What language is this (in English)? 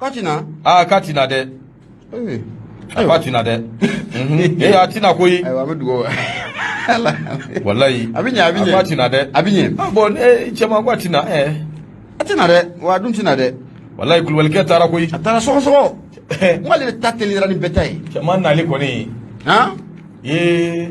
Bambara